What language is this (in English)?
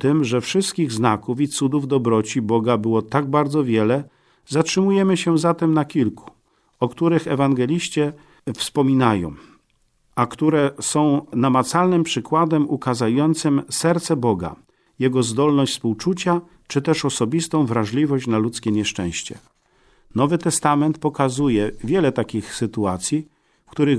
Polish